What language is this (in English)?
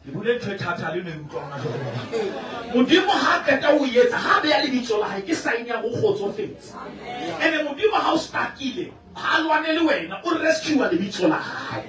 Southern Sotho